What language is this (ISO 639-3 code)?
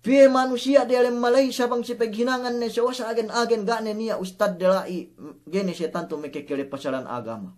yka